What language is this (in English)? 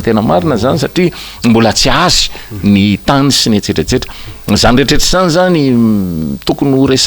Malagasy